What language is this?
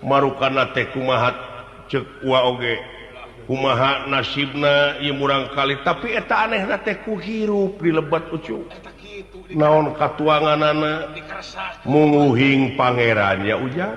Sundanese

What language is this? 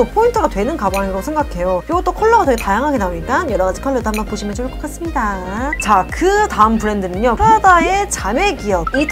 Korean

